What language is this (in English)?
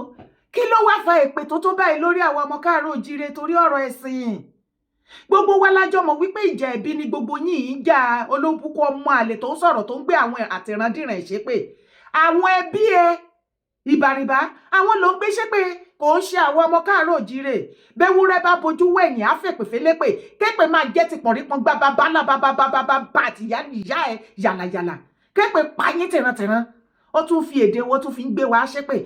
Yoruba